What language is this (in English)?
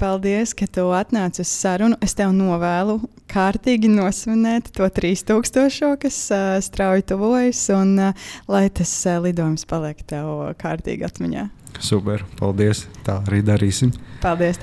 Latvian